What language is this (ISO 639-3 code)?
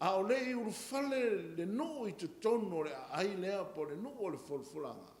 smo